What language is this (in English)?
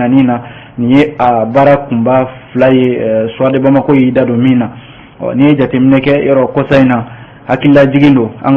Bambara